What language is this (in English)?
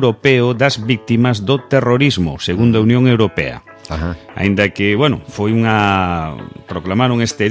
Galician